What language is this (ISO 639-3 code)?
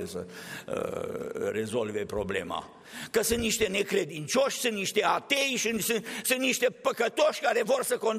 ron